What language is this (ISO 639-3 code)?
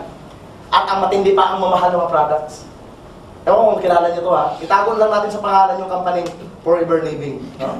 fil